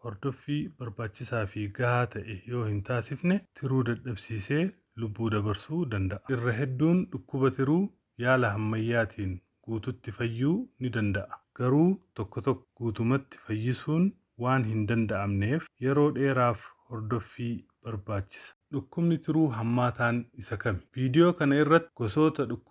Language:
Oromo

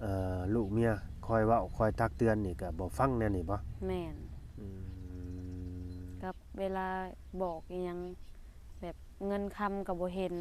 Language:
Lao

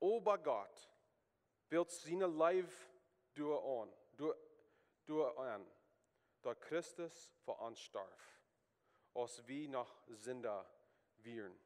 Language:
Plautdietsch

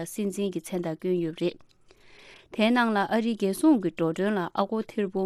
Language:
Tibetan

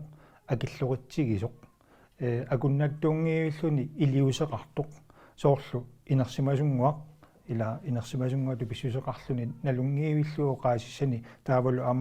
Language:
Kalaallisut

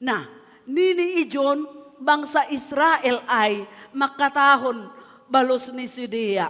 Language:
Batak Simalungun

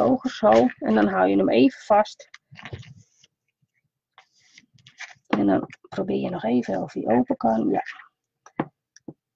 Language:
Dutch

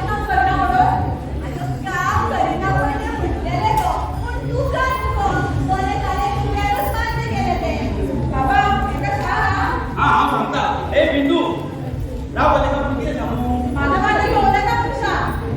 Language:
Konkani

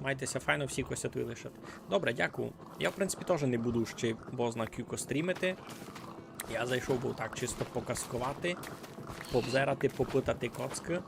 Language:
Rusyn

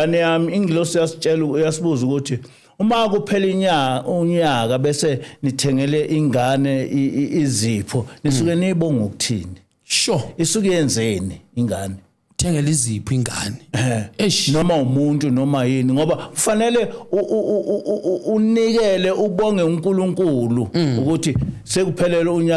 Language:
Zulu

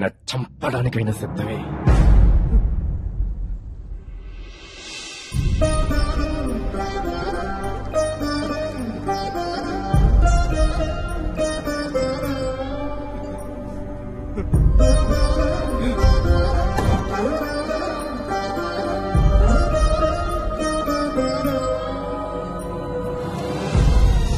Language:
Telugu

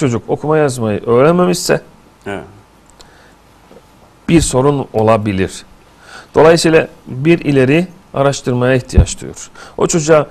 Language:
Turkish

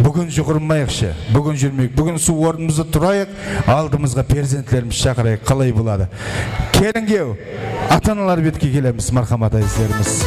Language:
Kara-Kalpak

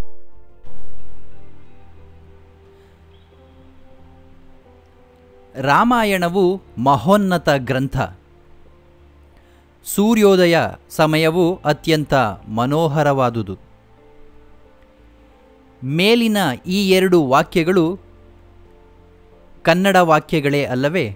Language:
Kannada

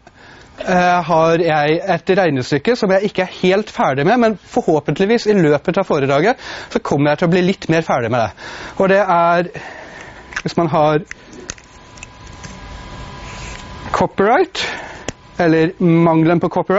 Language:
Norwegian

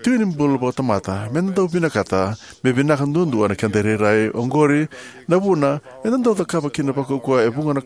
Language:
Fijian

